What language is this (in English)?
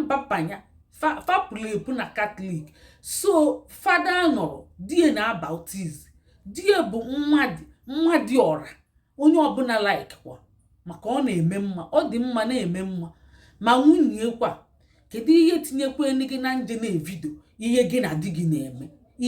Igbo